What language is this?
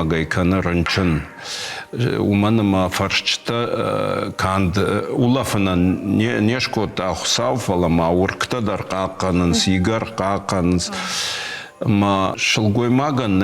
Ossetic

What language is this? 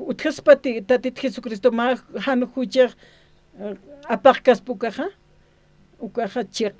Aymara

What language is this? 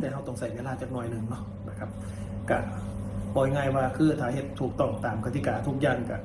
Northeastern Thai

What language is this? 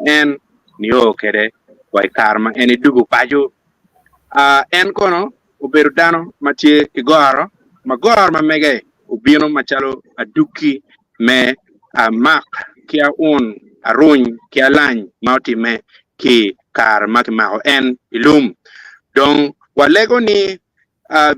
Acoli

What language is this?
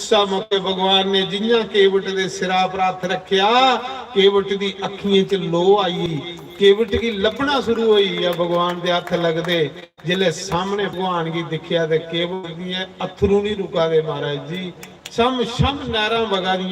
Dogri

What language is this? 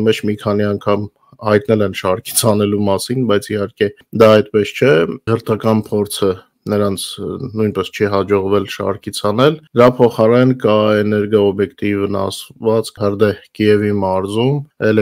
Armenian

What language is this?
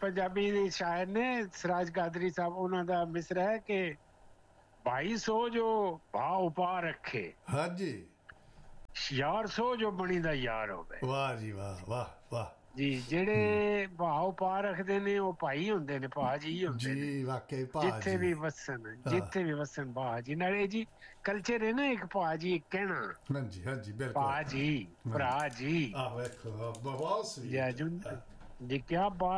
Punjabi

